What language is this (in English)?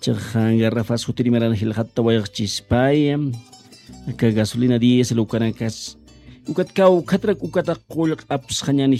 Aymara